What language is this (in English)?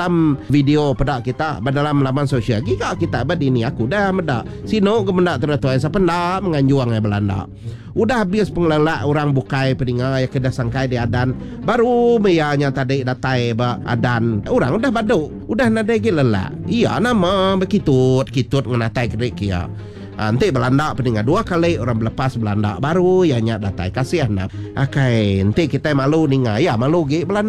Iban